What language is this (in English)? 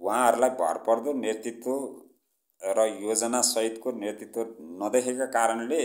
Nepali